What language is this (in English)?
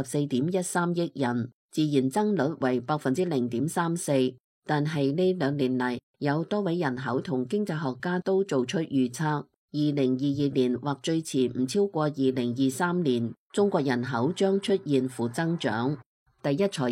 Cantonese